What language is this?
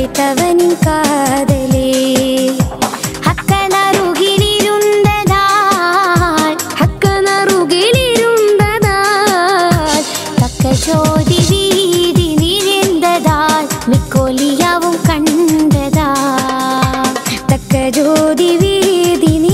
Malayalam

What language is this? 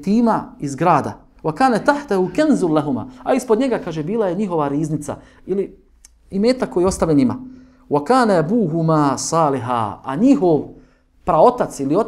Bosnian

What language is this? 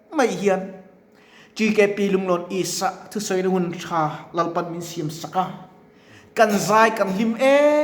Mizo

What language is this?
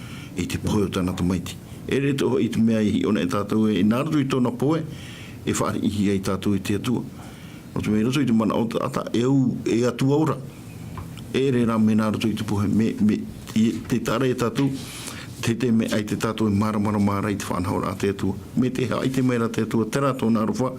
Tahitian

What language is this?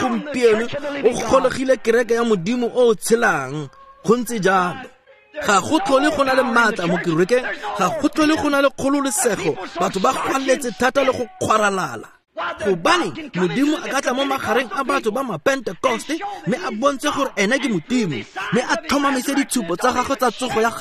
Tswana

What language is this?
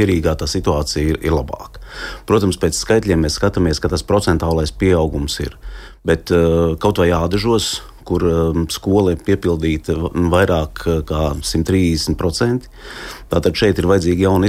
Latvian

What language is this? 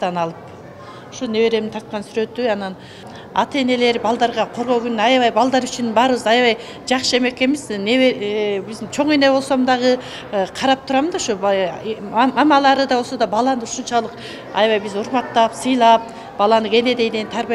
Kyrgyz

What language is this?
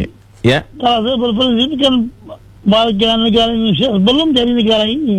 Indonesian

